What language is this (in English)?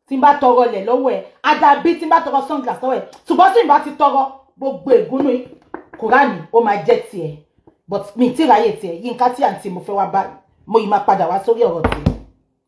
Yoruba